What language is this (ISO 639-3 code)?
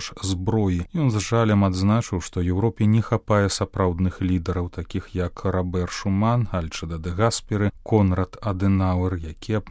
bel